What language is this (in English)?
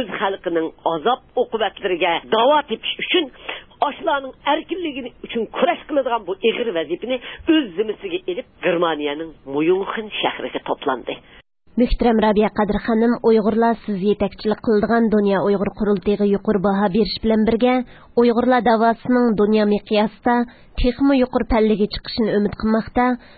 Uyghur